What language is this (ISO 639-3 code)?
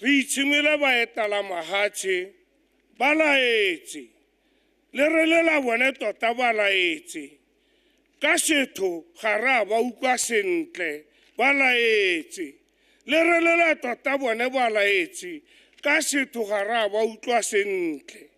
tsn